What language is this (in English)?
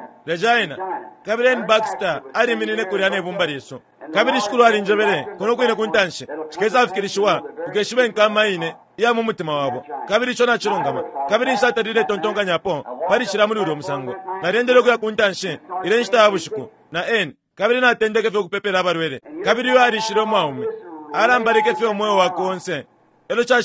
Bemba